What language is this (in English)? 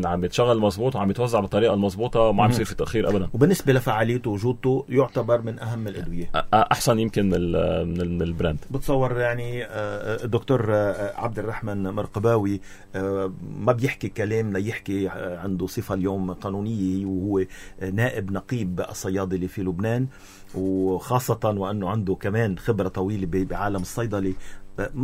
North Levantine Arabic